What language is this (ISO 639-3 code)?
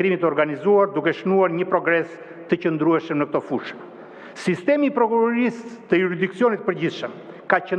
sqi